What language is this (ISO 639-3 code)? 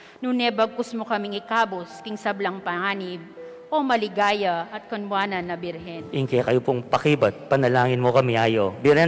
pam